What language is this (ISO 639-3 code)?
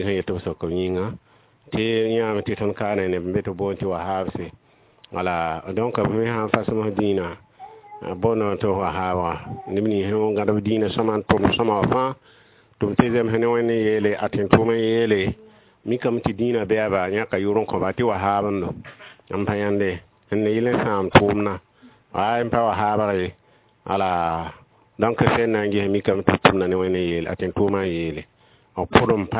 mos